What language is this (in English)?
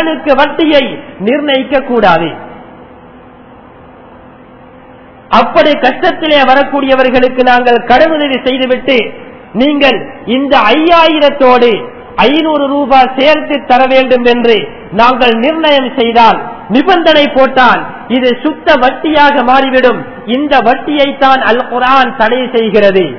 Tamil